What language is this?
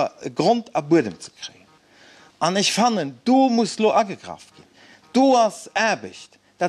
Luxembourgish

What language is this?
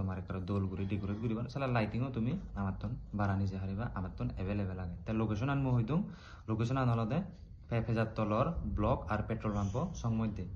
Chakma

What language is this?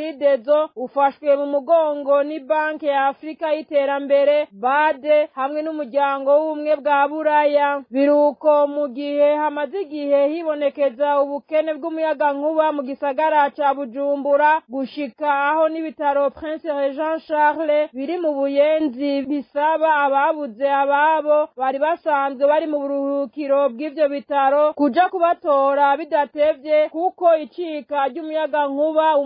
Rundi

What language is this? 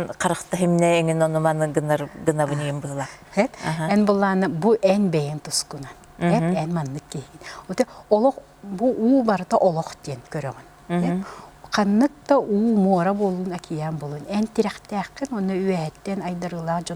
Yakut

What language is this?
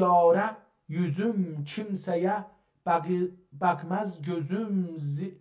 South Azerbaijani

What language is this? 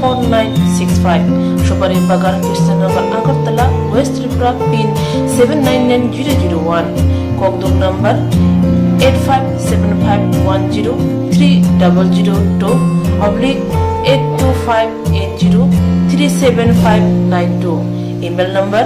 Kok Borok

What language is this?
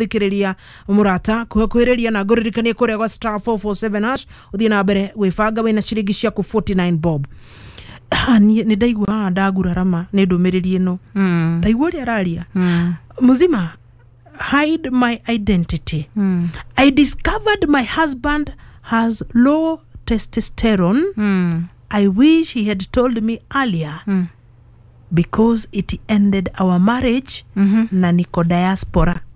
Kikuyu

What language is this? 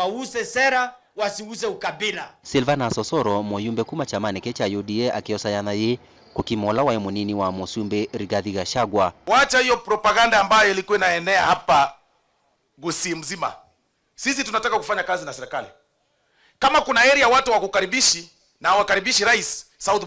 Kamba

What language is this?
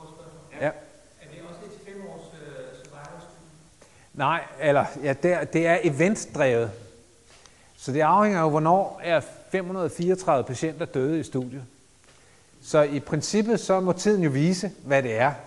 Danish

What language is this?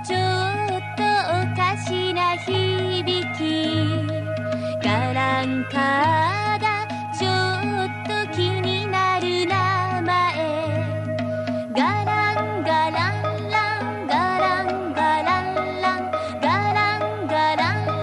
Japanese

